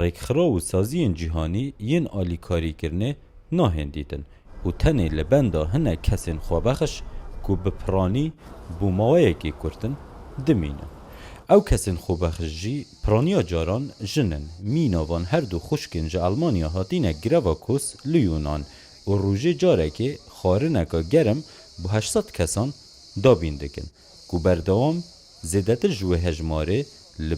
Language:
Kurdish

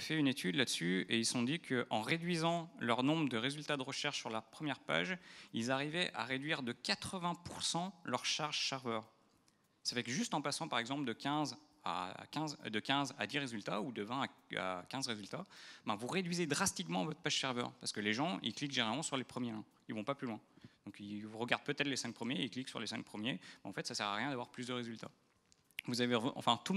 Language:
French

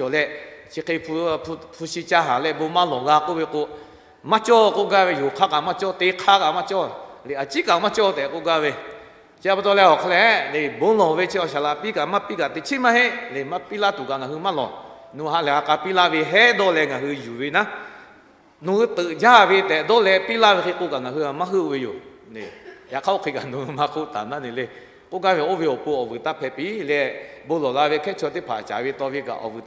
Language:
Lahu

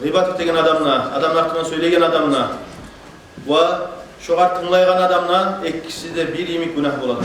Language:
Kumyk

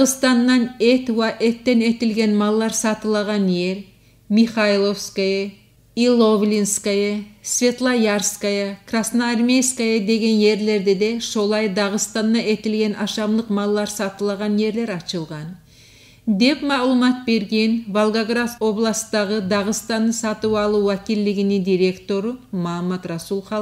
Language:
Kumyk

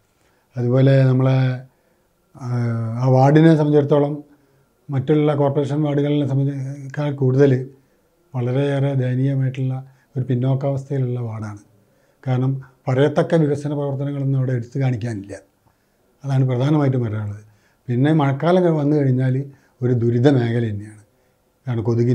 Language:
Malayalam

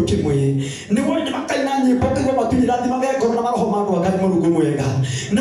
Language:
Kikuyu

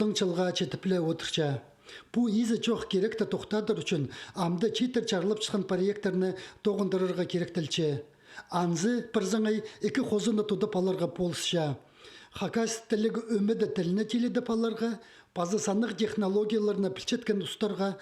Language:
Khakas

